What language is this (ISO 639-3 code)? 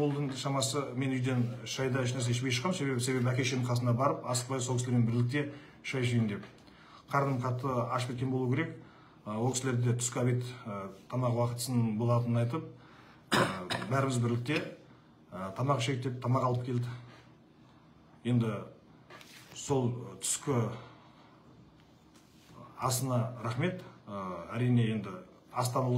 kaz